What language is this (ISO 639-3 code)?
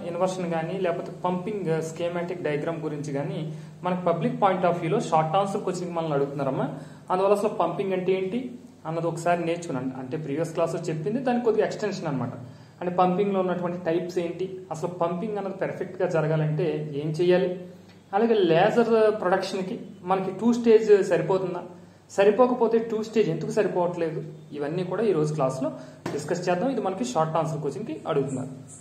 tel